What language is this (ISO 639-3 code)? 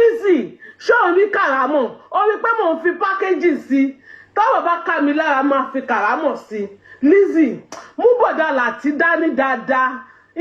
yor